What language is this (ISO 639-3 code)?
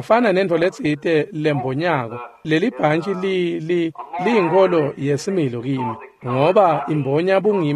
ssw